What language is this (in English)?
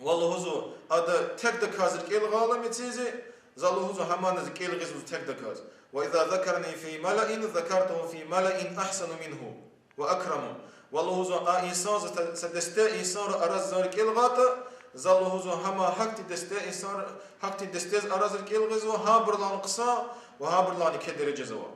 Lezghian